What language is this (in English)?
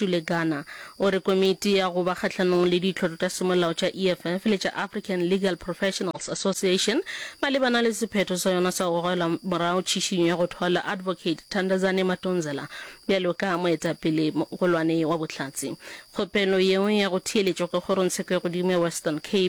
Northern Sotho